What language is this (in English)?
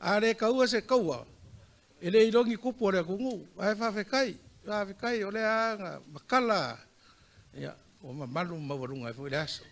Samoan